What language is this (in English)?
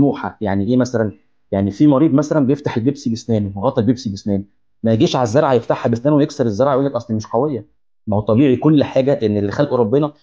Egyptian Arabic